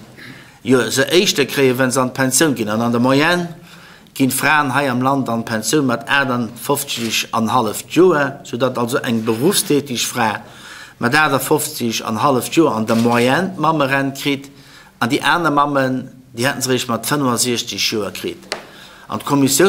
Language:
Luxembourgish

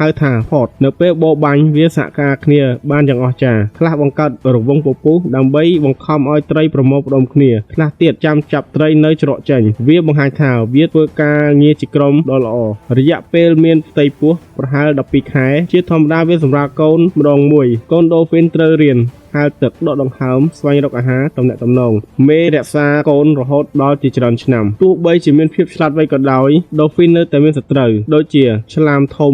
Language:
Khmer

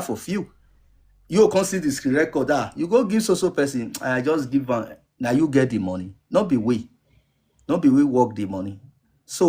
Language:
Nigerian Pidgin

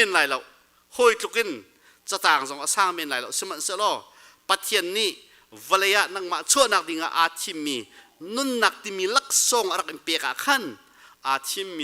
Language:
Hakha Chin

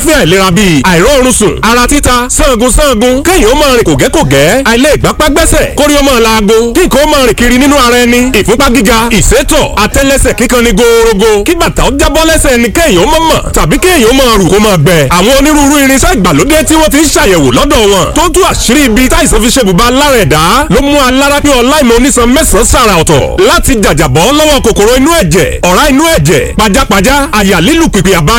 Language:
Yoruba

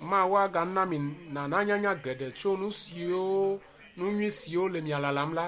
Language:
Ewe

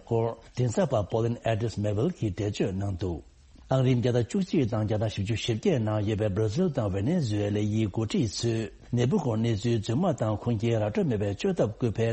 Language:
Tibetan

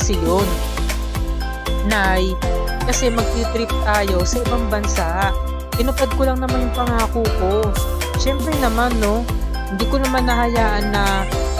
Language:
Filipino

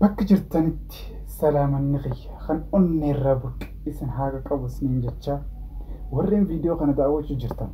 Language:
Oromo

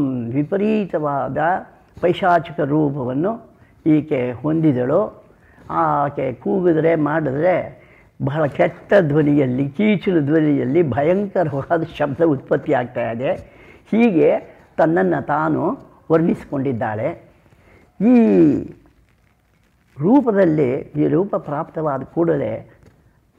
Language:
Kannada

